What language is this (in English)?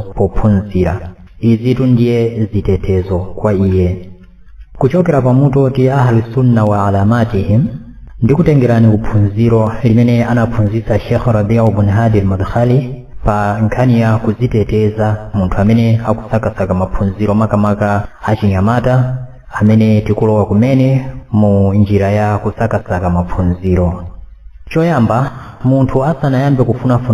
Nyanja